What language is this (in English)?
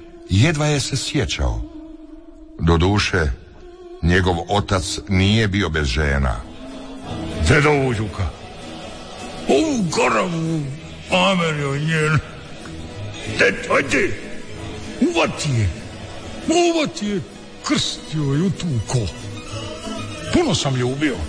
Croatian